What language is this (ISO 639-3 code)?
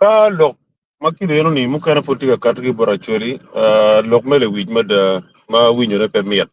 ach